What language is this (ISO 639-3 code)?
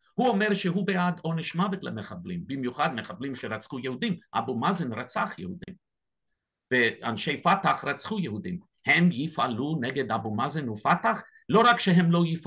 heb